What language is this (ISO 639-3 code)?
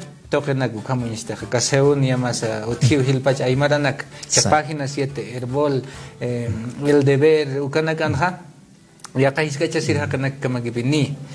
aym